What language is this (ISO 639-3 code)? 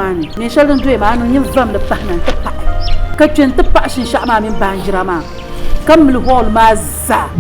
dag